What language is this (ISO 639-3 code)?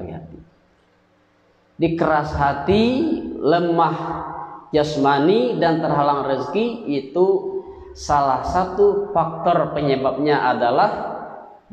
ind